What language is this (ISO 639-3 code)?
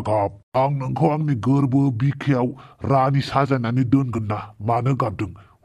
brx